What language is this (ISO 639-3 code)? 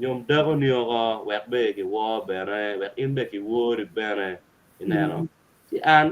ach